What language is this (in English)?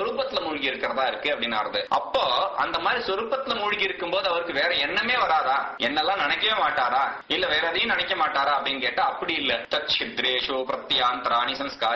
Tamil